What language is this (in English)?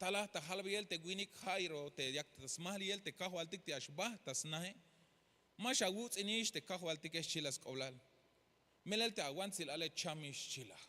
Tzeltal